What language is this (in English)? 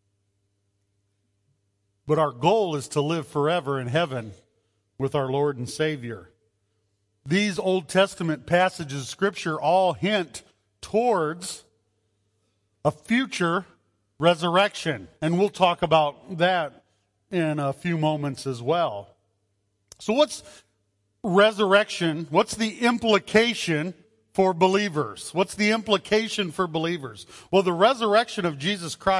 English